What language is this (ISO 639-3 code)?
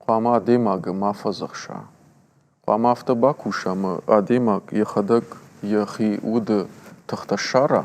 oss